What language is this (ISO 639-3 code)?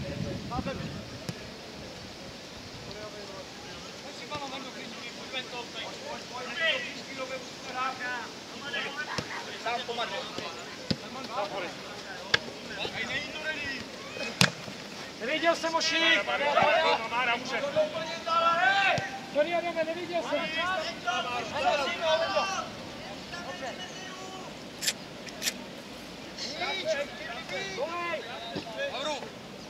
ces